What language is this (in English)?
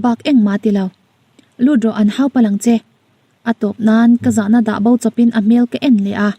Mizo